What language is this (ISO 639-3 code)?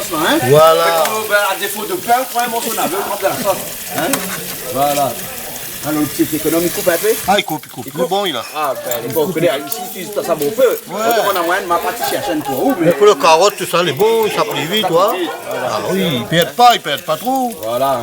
rcf